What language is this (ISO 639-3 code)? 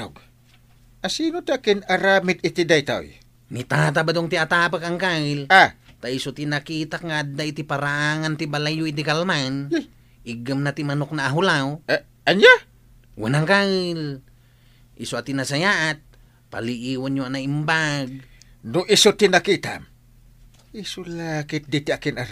ilo